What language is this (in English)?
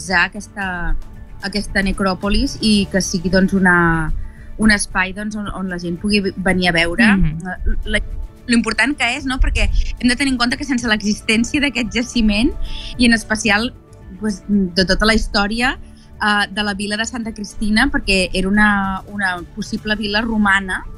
Catalan